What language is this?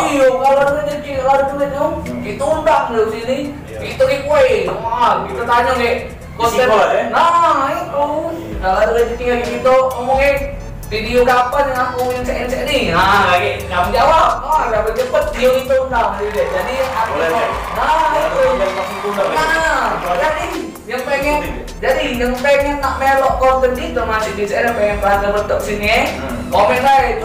Musi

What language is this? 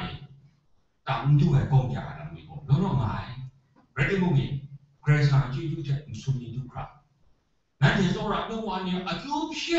Kachin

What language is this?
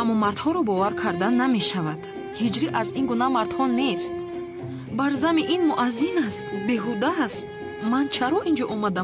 Tajik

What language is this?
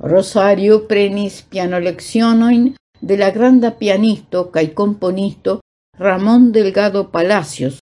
Esperanto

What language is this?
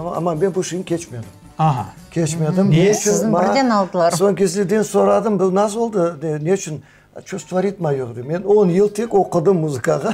Crimean Tatar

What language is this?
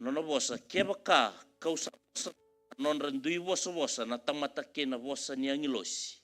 Fijian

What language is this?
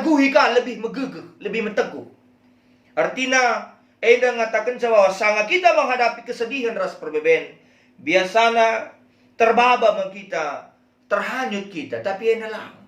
Batak Karo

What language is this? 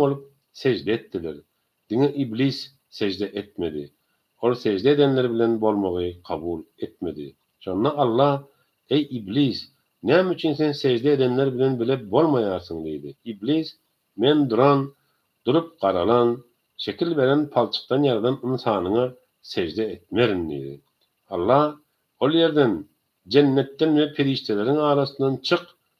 Turkmen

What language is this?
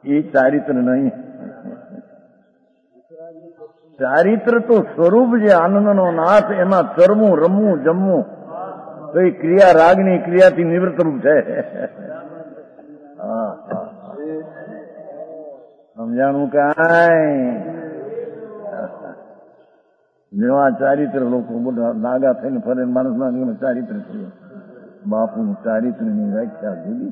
Gujarati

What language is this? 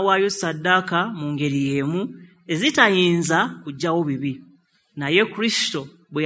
Ganda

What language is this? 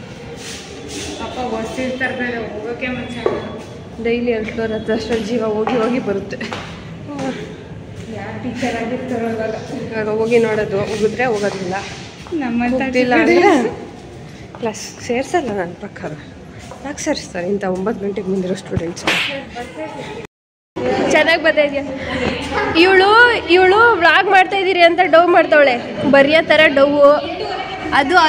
Kannada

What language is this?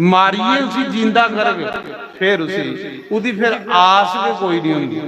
Dogri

